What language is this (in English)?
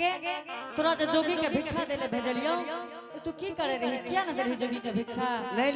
Angika